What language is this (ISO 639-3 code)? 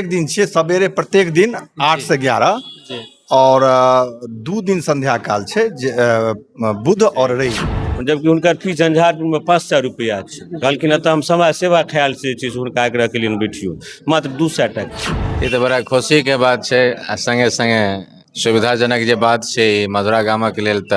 mai